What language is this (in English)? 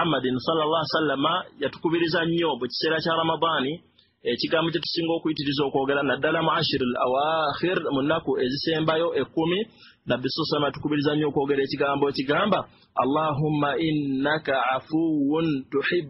Ganda